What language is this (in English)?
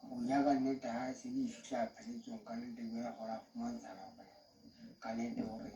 Southern Sotho